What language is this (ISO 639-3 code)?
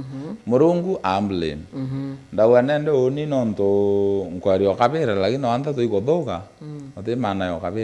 mer